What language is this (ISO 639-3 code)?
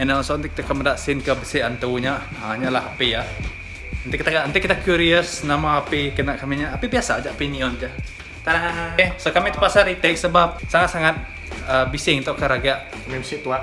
iba